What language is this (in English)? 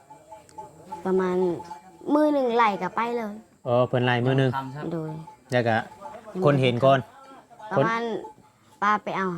Northeastern Thai